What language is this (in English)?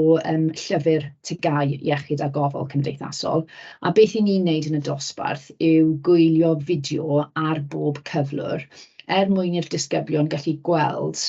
Welsh